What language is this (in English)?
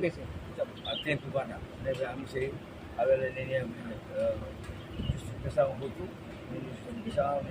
Tetum